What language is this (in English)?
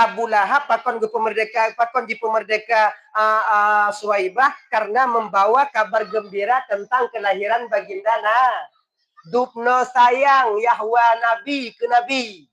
Achinese